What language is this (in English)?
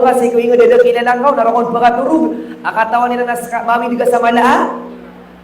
Maranao